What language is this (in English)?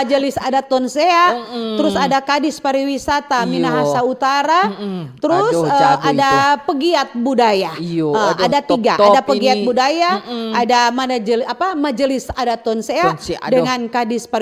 Manado Malay